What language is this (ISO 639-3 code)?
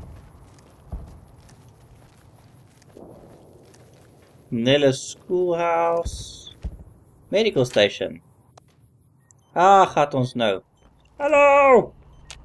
afr